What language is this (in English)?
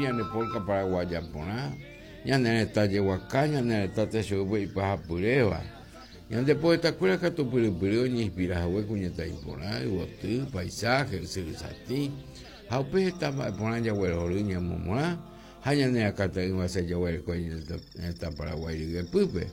Guarani